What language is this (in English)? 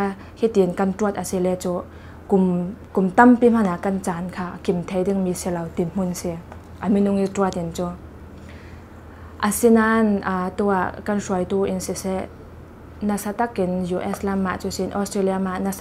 Thai